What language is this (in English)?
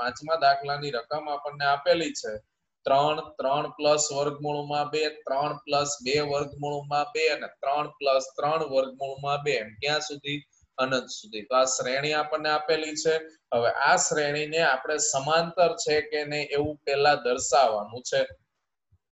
Gujarati